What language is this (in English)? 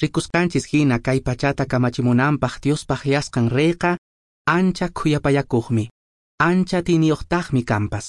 Quechua